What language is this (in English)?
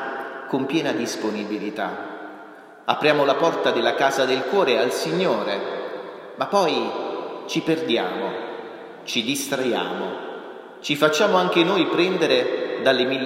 Italian